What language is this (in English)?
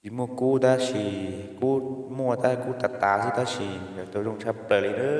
Hmong